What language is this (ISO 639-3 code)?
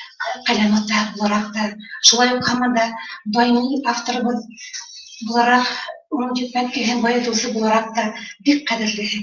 bak